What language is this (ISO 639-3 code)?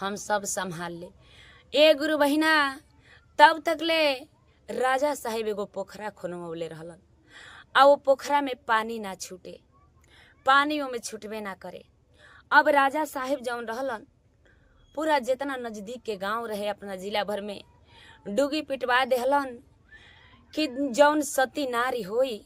bho